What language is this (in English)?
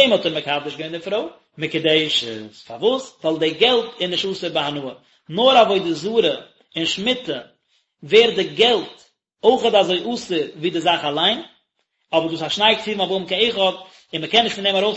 Yiddish